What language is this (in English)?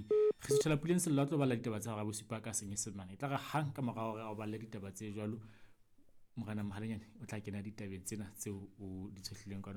Southern Sotho